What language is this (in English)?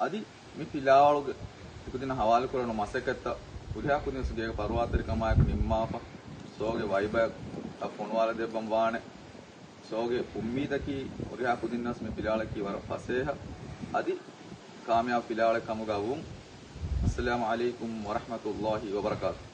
Divehi